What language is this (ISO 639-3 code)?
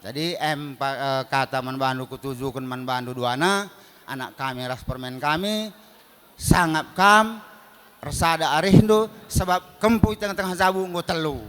btx